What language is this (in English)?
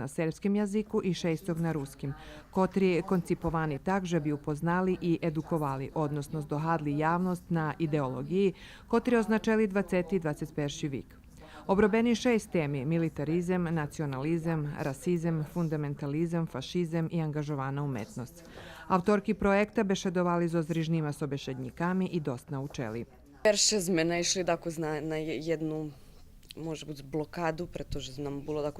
Rusyn